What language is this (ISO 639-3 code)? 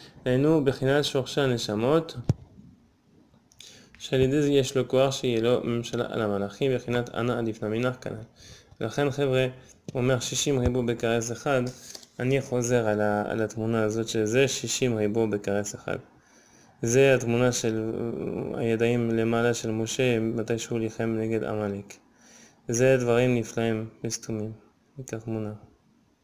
heb